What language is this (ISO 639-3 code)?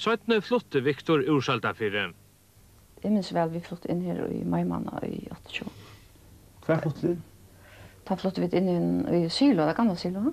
fao